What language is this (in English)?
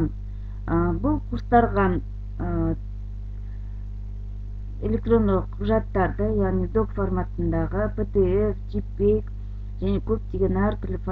Kazakh